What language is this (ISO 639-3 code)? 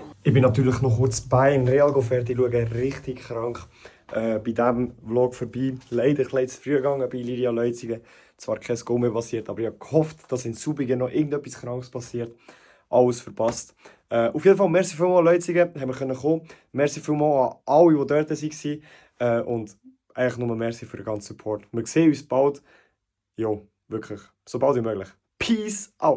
gsw